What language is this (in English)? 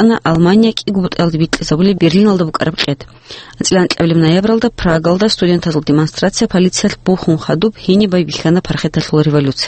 Avaric